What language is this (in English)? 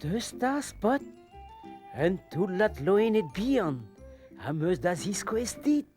Breton